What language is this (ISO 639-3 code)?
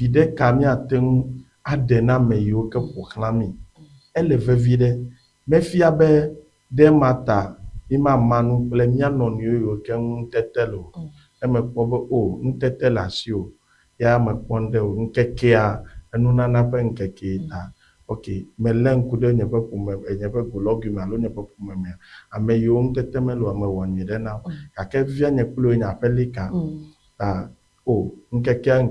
ewe